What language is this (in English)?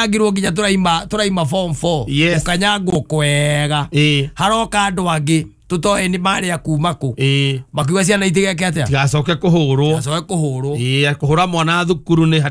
Kikuyu